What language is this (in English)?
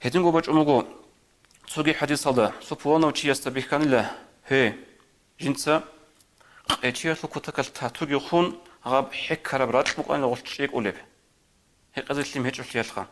Avaric